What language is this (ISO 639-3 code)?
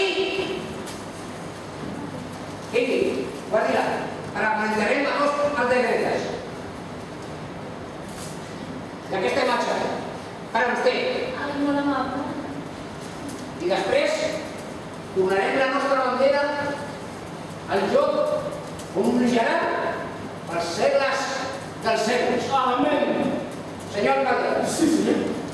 cat